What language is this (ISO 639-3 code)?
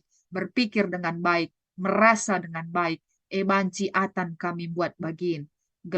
btx